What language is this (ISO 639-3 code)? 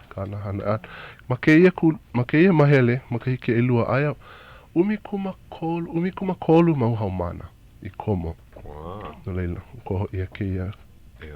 haw